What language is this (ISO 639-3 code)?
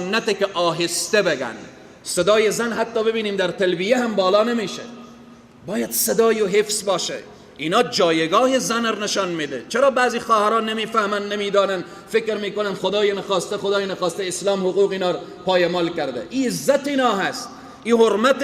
fas